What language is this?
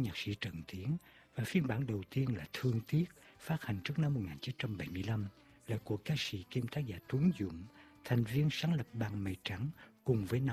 Vietnamese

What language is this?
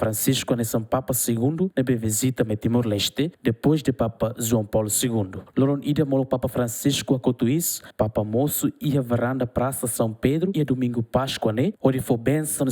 Tetum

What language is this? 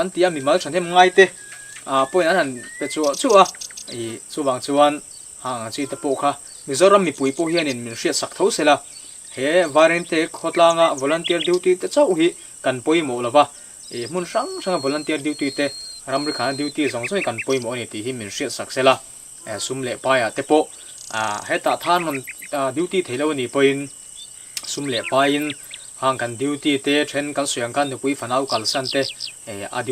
Mizo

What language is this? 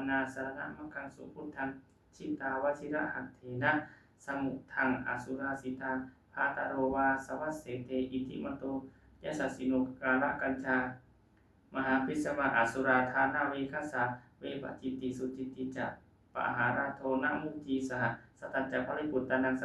Pali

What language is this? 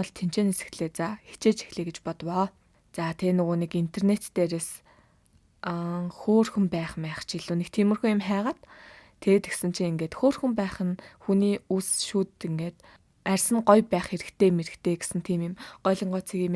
Mongolian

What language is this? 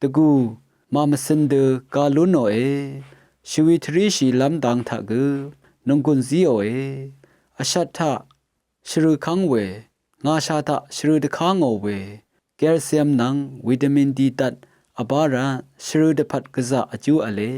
Rawang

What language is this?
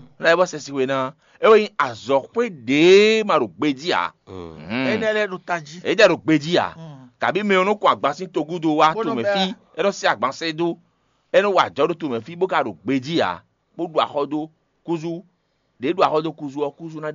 Fon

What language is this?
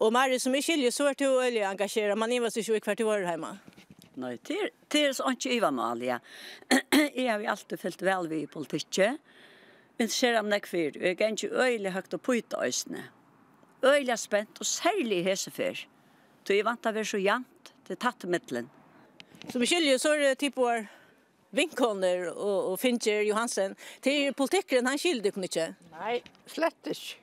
Faroese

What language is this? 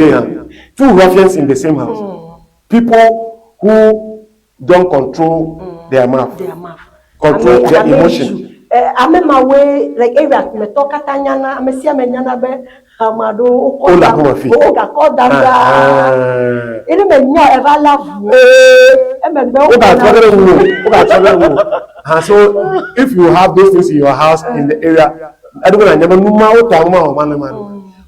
Ewe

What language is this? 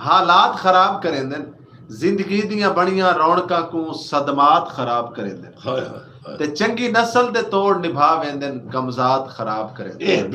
Saraiki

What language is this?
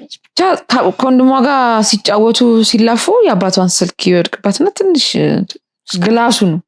Amharic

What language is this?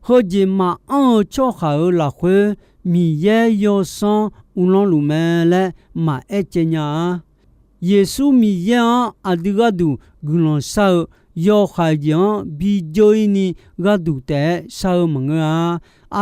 Akha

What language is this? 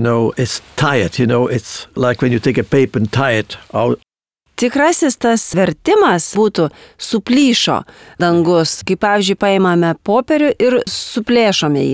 Lithuanian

